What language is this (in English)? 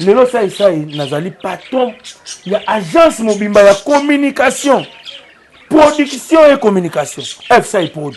Lingala